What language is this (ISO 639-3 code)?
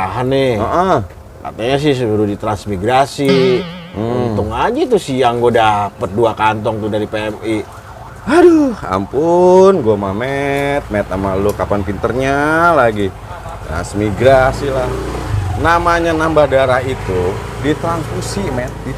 bew